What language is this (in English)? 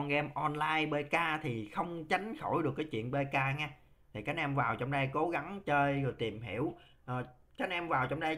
Vietnamese